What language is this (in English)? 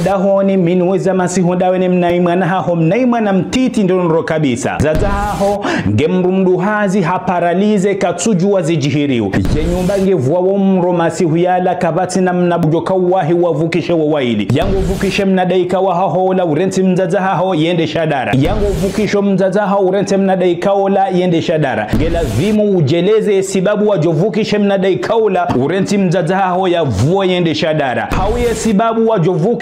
Ngazidja Comorian